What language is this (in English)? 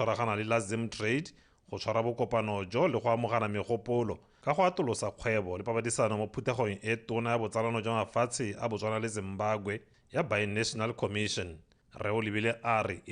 Tswana